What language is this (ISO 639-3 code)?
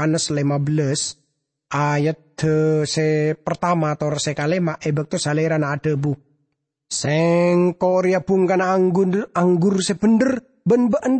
mad